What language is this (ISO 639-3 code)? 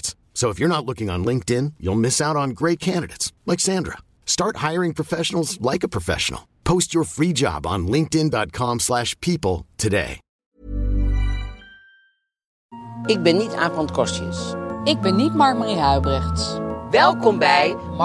nld